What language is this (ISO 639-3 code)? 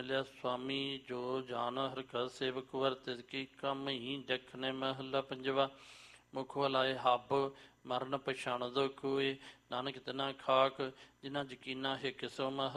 pan